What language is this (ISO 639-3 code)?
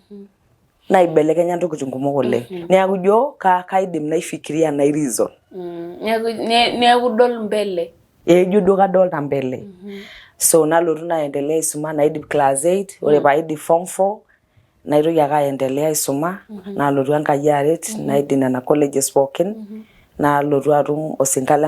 mas